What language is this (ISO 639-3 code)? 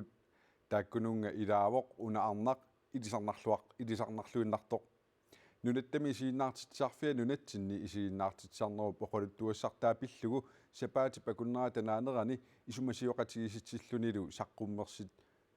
kal